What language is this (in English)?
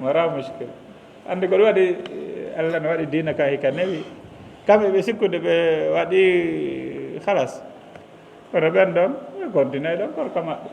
Fula